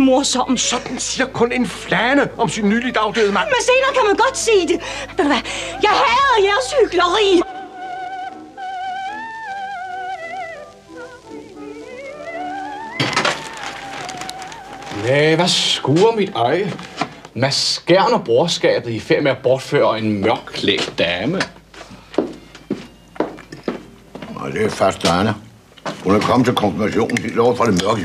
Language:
Danish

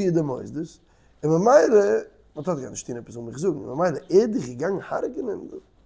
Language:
Yiddish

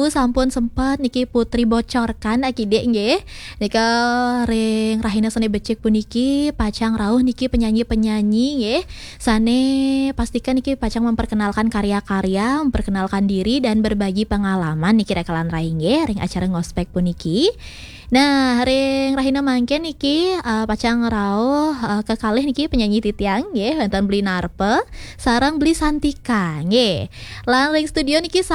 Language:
Balinese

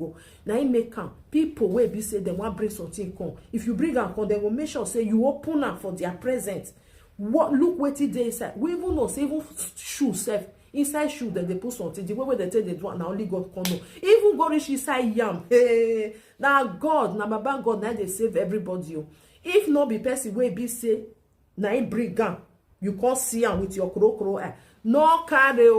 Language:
Nigerian Pidgin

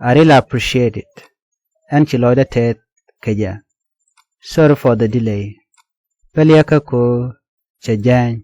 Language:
Nuer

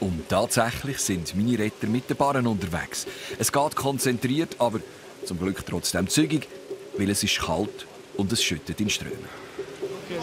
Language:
Swiss German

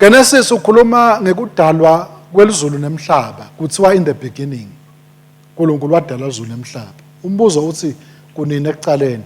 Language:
Swati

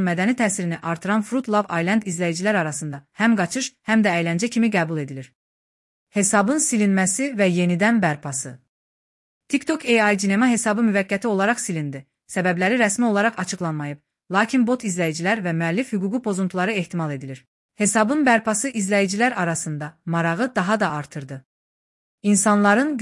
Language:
Azerbaijani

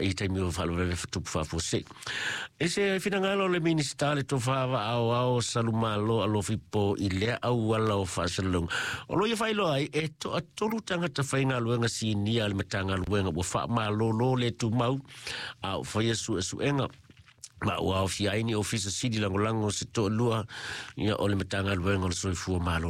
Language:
Samoan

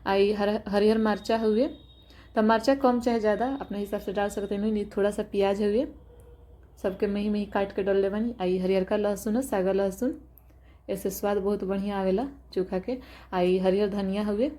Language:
Bhojpuri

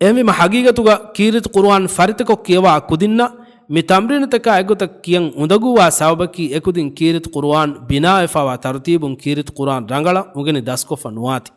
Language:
Divehi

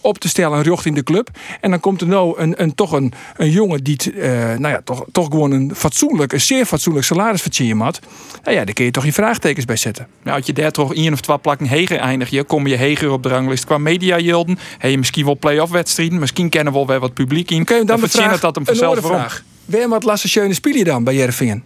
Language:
Western Frisian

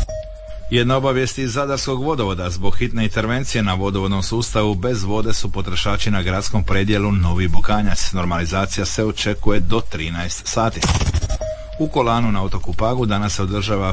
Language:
Croatian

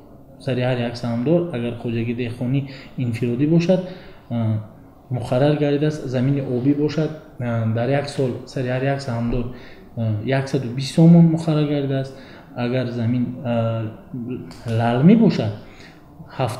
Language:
Tajik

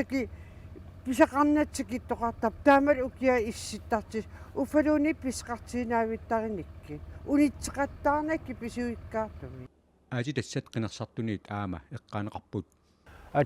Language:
Kalaallisut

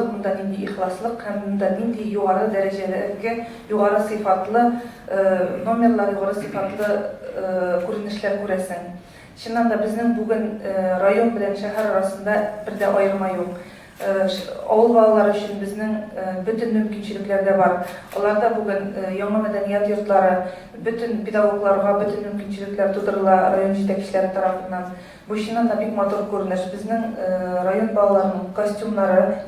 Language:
Tatar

